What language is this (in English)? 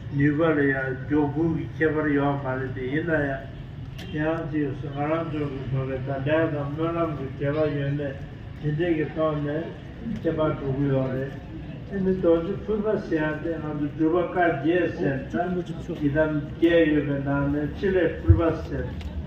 Tibetan